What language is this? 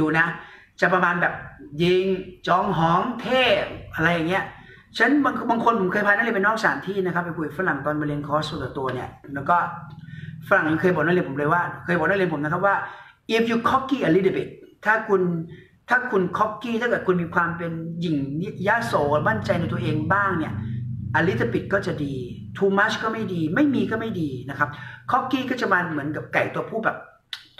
Thai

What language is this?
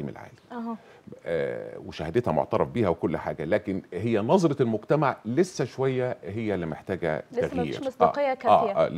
Egyptian Arabic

